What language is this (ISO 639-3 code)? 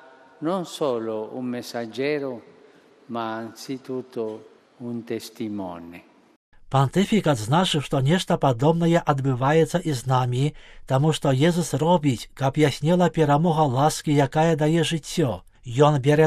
bel